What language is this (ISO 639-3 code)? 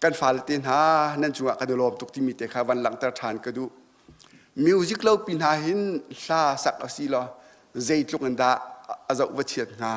cnh